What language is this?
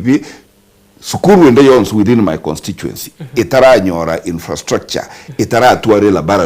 Gusii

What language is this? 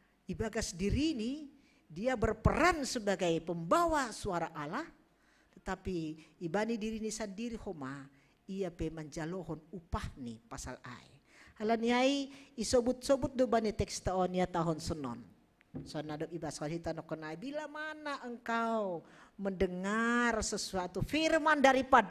Batak Simalungun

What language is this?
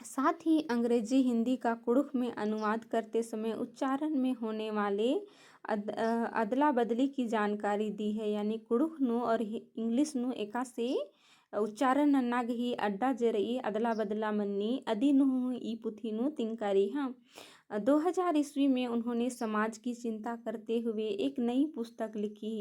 Kurukh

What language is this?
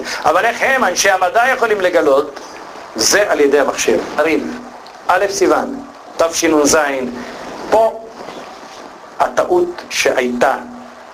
Hebrew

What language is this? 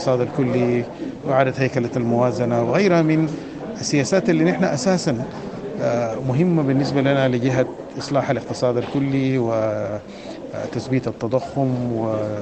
Sudanese Arabic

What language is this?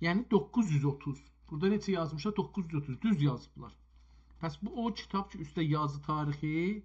South Azerbaijani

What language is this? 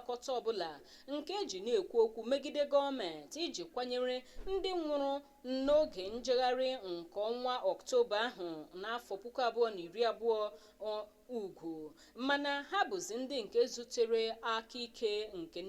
Igbo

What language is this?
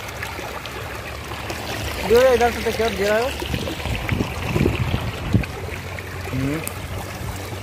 Hindi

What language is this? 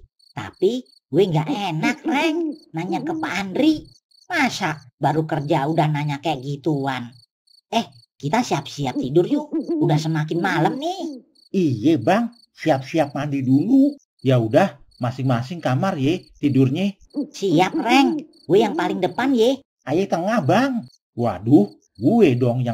Betawi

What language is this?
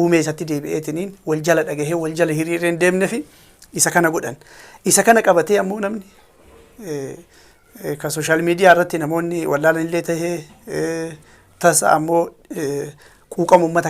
Oromo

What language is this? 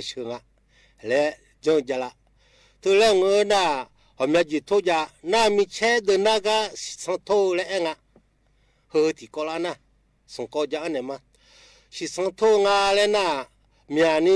Akha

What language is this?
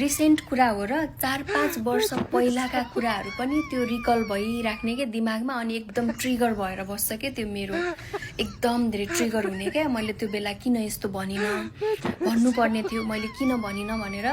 Nepali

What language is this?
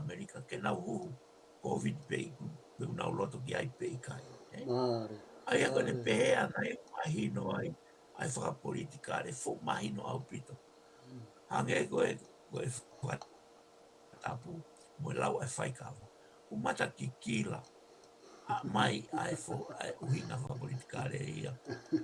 Tongan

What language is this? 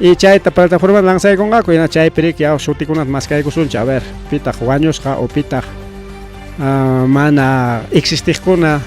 Ayacucho Quechua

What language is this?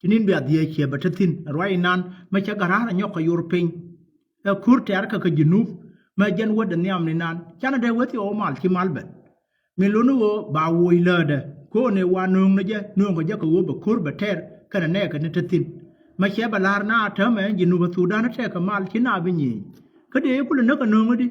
Nuer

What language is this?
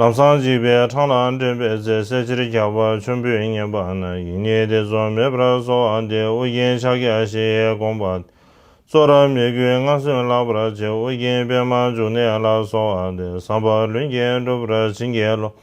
Tibetan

